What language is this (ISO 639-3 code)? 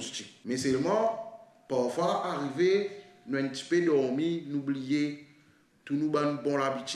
mfe